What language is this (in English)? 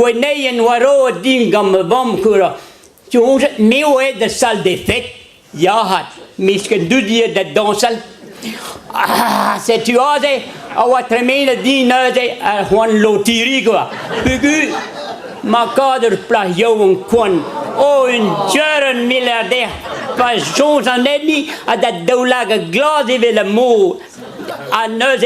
Breton